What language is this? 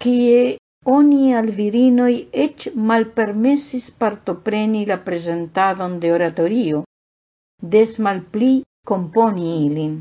Esperanto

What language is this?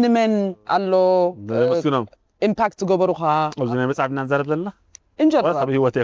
Tigrinya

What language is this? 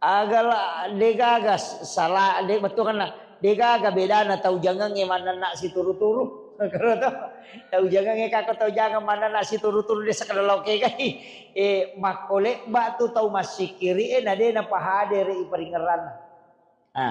Buginese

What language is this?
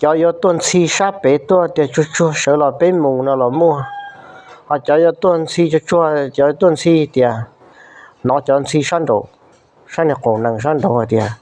Hmong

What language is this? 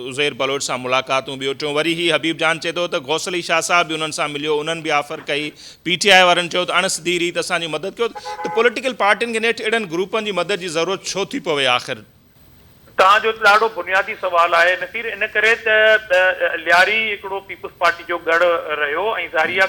Sindhi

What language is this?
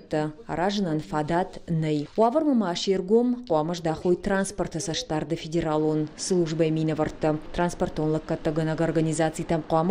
Ossetic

